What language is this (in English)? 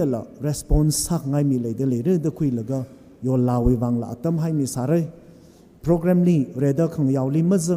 Tangkhul Naga (India)